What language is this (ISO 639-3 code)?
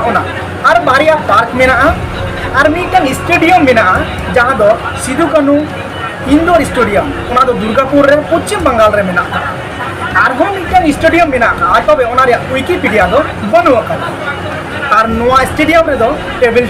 sat